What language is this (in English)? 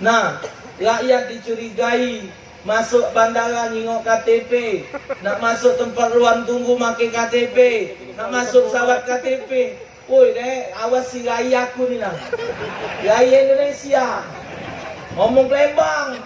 Musi